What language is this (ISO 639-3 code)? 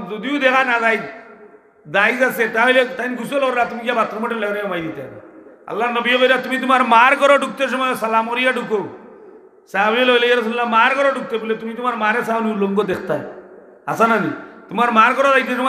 syl